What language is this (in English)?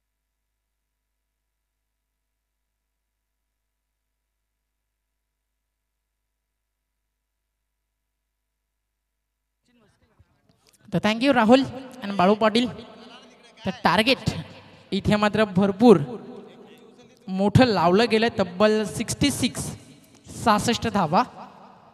Marathi